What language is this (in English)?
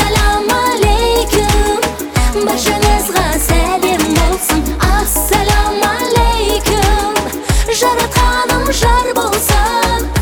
Kazakh